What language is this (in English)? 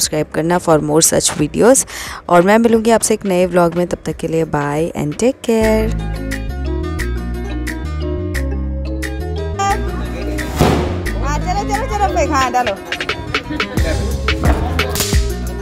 Hindi